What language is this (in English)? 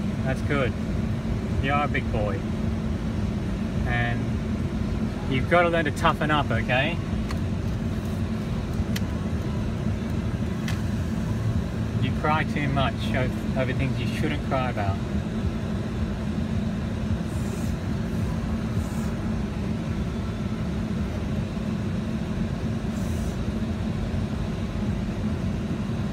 English